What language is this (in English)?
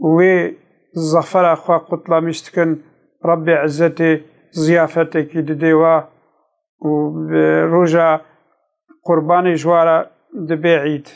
Kurdish